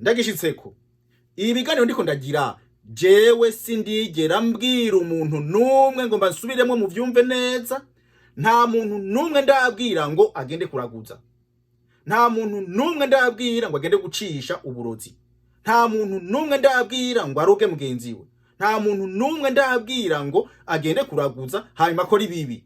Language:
Rundi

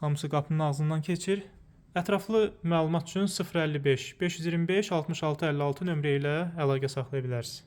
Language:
Azerbaijani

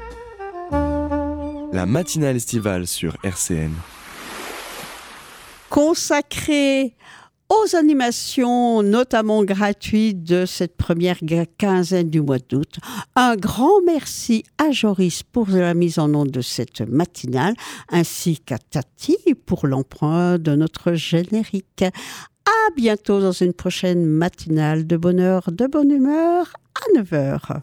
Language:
French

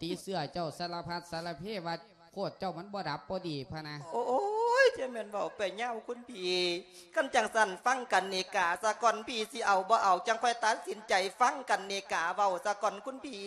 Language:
Lao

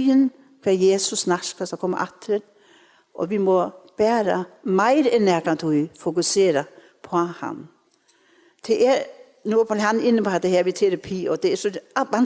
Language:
Faroese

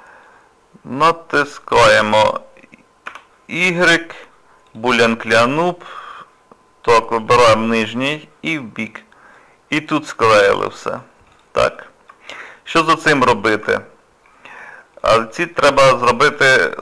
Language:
Ukrainian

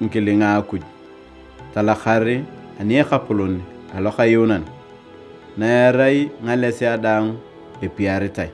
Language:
Turkana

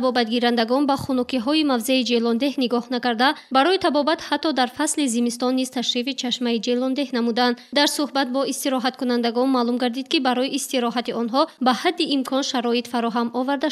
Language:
Tajik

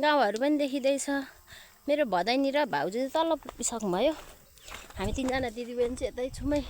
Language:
Nepali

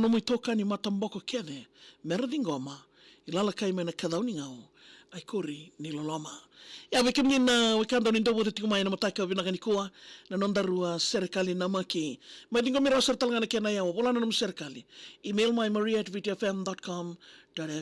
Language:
Fijian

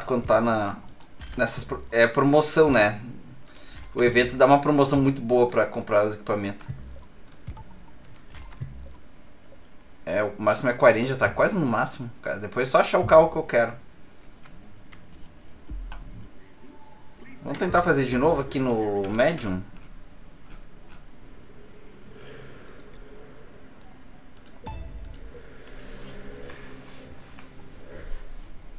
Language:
Portuguese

